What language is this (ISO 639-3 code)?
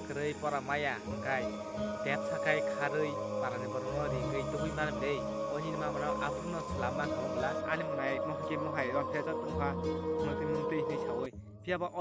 trp